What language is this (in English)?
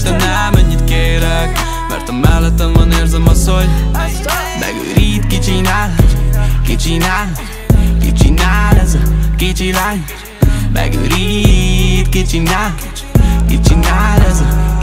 Hungarian